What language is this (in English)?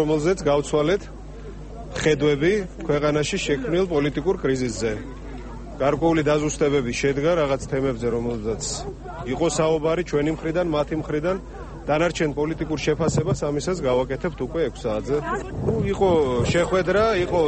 Georgian